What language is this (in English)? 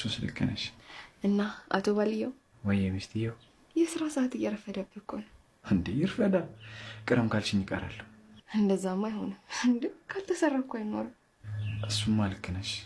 Amharic